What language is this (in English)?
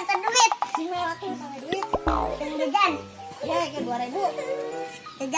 Sundanese